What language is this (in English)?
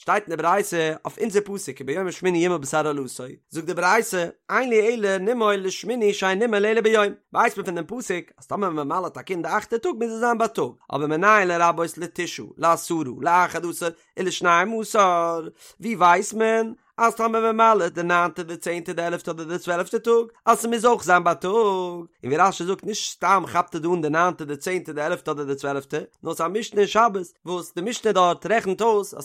Yiddish